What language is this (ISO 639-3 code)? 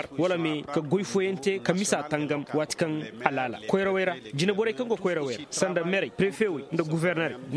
dje